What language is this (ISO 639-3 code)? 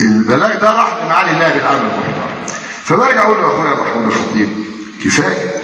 arz